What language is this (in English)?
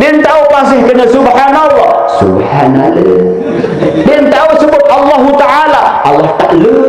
Sasak